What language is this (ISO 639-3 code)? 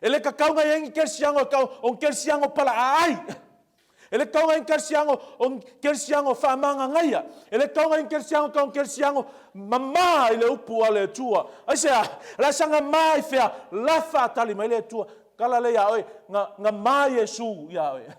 smo